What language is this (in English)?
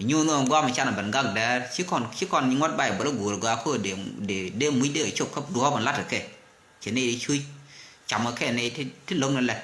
Nuer